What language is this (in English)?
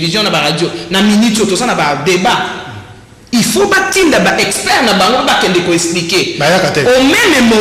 Lingala